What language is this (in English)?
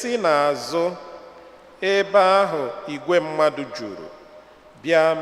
Igbo